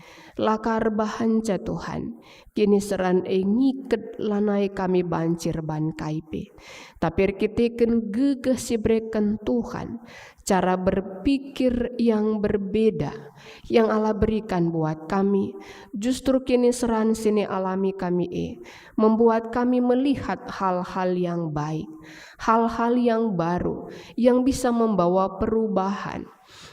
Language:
Batak Karo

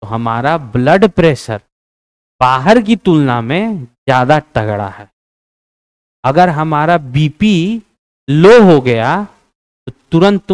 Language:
Hindi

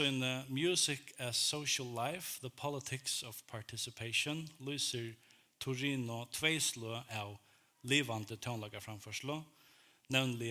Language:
Faroese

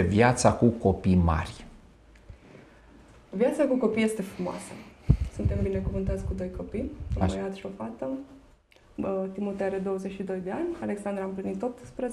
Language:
Romanian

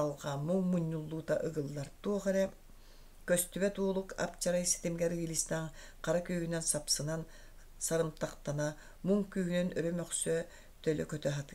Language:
Yakut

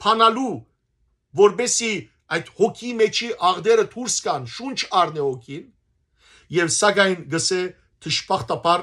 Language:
Western Armenian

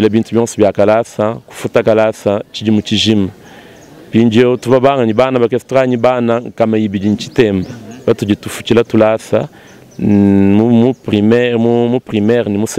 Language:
Luba-Lulua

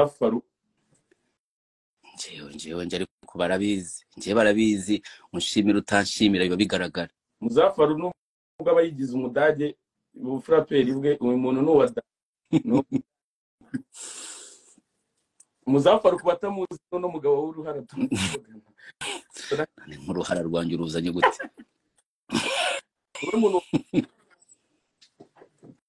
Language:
Kinyarwanda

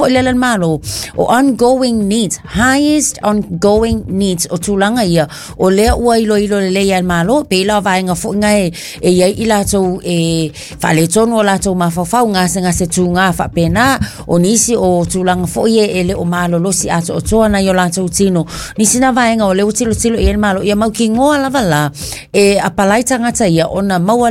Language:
Samoan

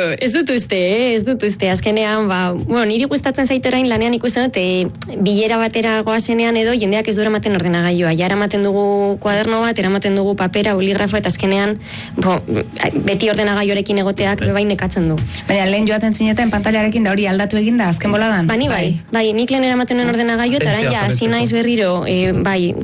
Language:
Basque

